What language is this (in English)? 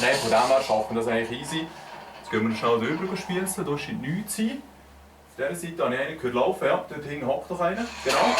Swiss German